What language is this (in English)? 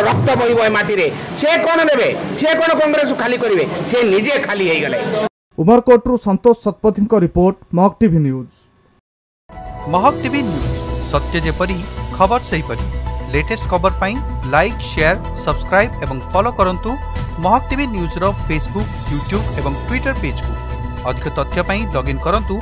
Odia